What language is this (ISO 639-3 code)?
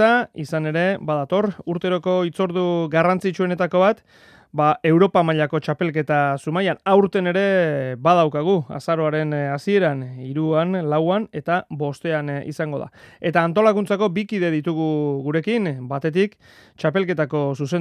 eus